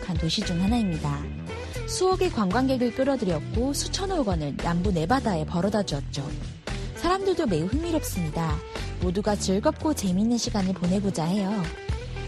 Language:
Korean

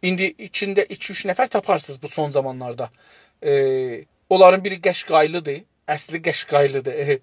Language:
South Azerbaijani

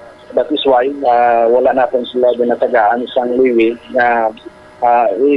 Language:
Hiligaynon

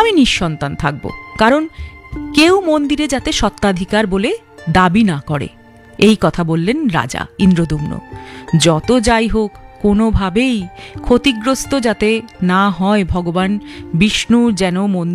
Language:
Bangla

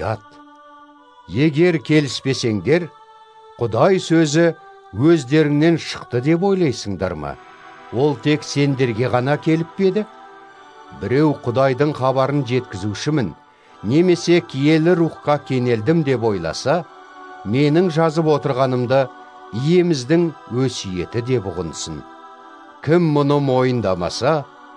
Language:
Kazakh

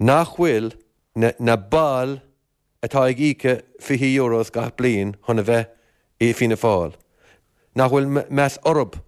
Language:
Irish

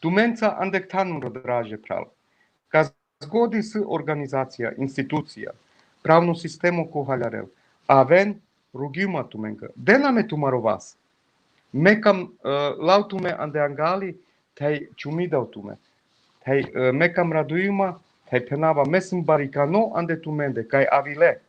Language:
Balkan Romani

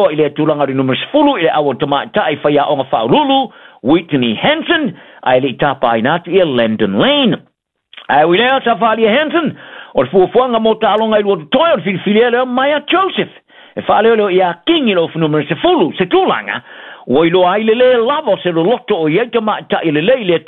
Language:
Samoan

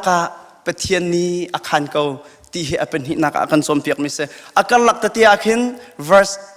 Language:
Hakha Chin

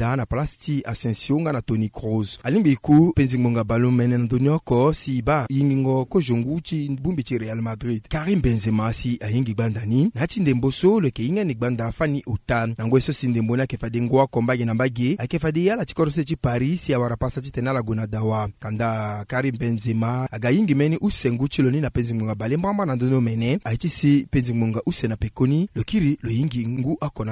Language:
Sango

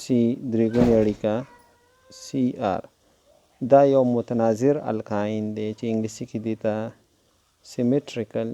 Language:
Pashto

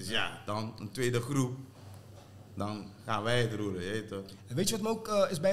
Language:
Dutch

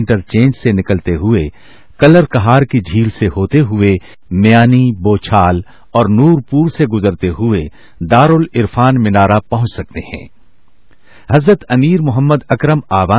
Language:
Urdu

